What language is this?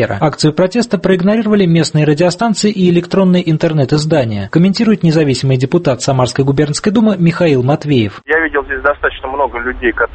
Russian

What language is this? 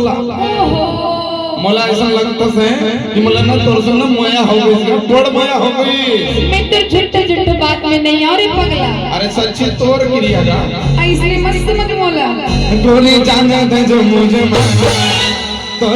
Chhattisgarhi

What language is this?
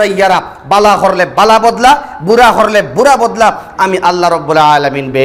Sylheti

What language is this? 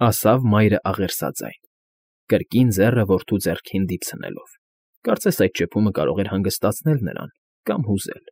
Armenian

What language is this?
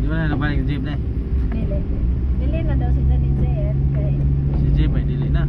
Cebuano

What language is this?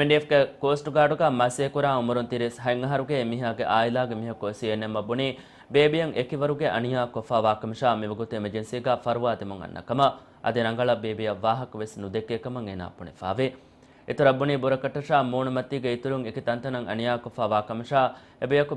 Divehi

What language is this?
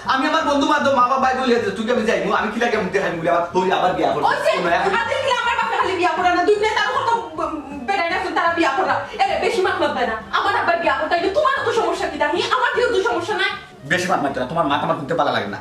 Sylheti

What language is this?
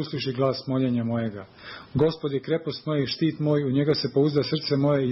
Serbian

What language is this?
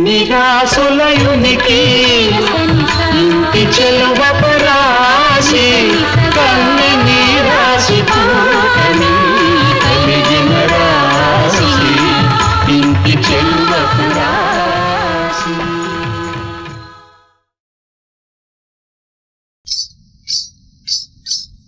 Telugu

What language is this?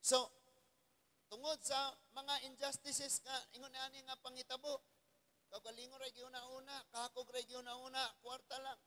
Cebuano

